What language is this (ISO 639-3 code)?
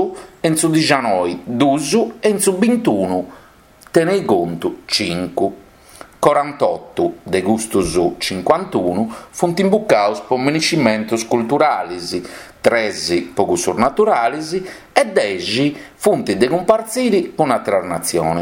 srd